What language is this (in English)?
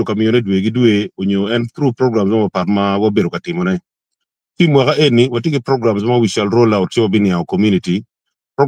Acoli